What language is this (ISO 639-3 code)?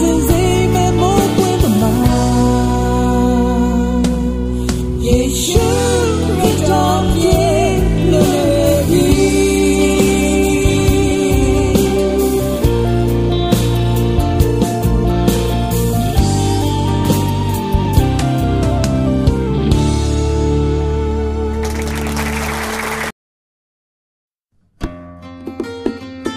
mya